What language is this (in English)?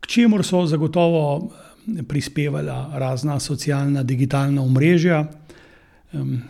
Slovenian